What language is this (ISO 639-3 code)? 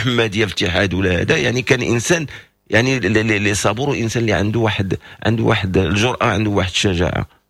ary